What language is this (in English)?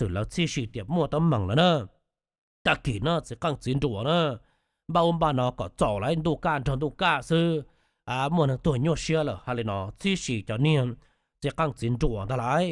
Hmong